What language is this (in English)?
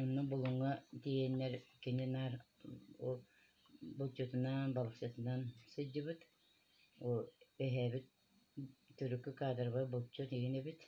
Yakut